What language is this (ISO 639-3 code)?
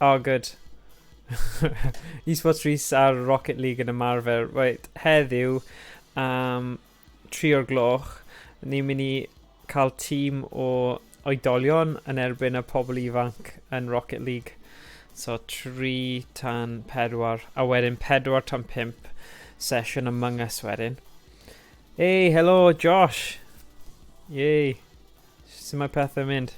cym